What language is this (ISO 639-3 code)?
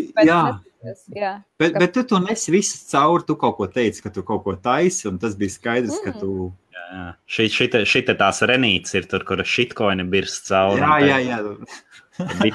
lav